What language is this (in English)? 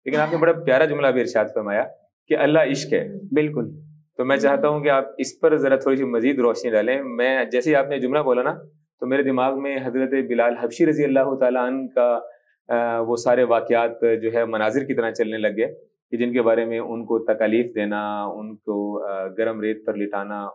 Urdu